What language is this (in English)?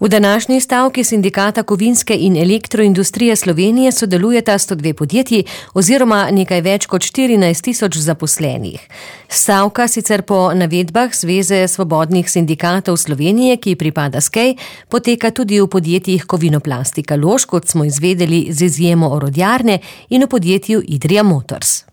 Slovenian